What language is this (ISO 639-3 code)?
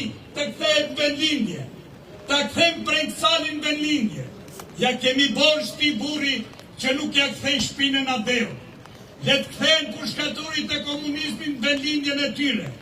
sqi